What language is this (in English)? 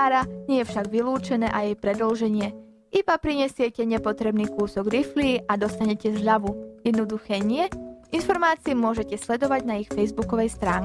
Slovak